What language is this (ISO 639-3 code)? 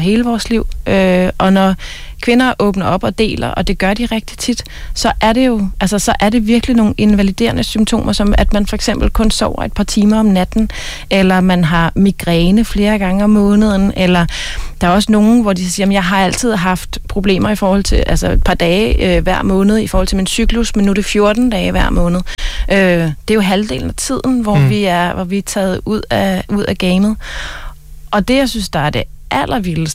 dan